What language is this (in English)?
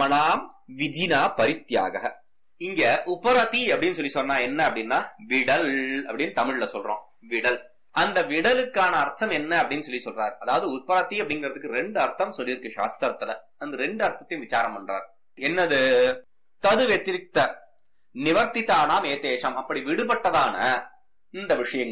Tamil